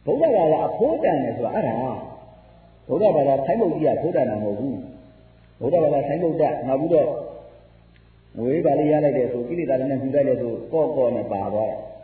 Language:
Burmese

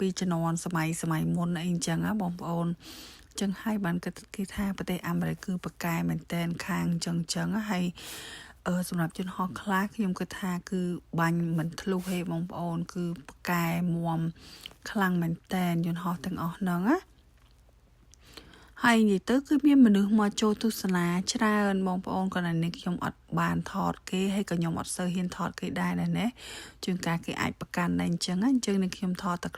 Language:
Khmer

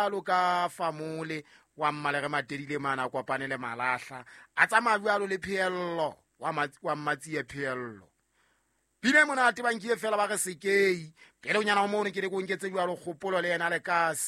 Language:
Southern Sotho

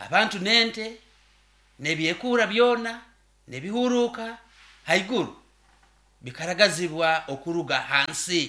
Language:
Nyoro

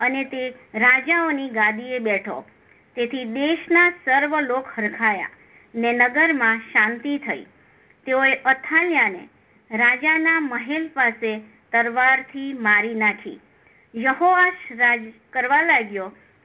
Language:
Gujarati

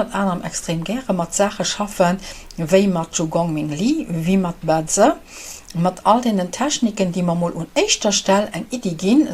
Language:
Luxembourgish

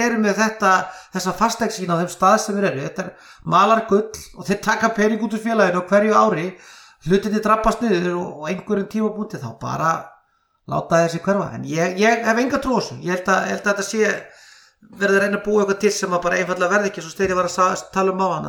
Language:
Icelandic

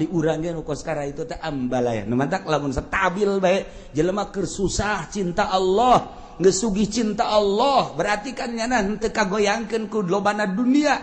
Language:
Sundanese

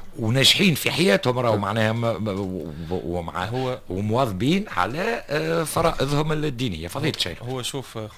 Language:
Tunisian Arabic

